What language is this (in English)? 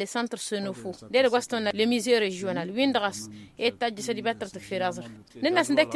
Tamasheq